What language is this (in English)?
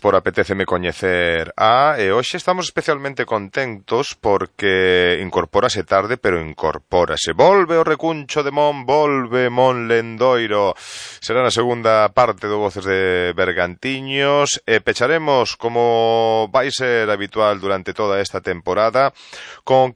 Galician